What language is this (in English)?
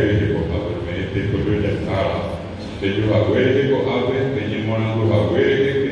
Guarani